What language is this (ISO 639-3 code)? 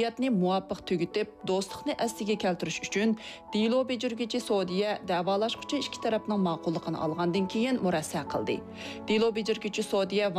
uig